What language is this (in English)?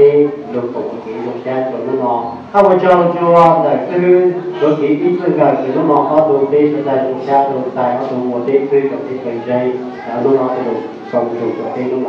Hmong